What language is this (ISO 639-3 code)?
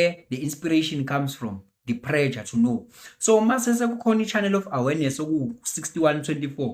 zul